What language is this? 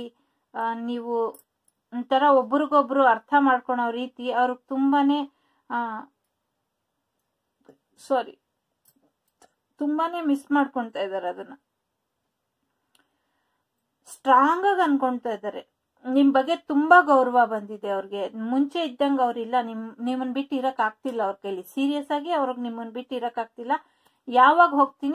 Kannada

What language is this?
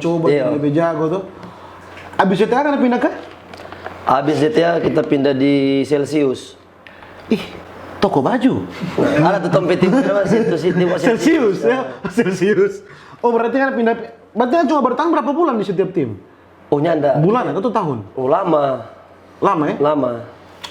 Manado Malay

